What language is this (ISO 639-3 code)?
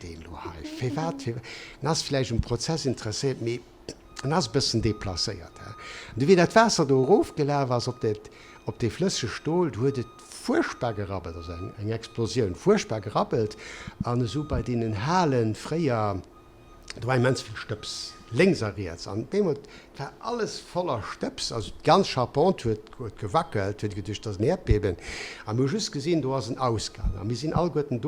ltz